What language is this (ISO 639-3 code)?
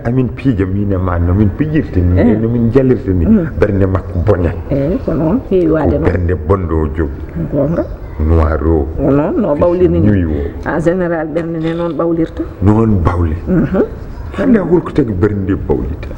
ful